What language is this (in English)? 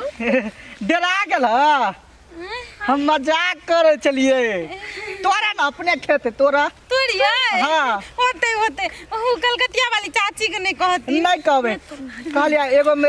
Maithili